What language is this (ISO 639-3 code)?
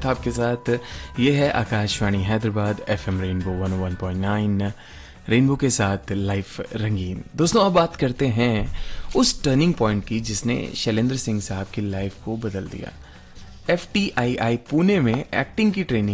hin